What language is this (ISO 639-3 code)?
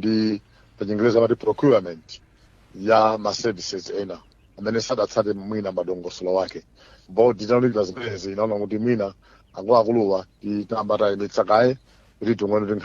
nya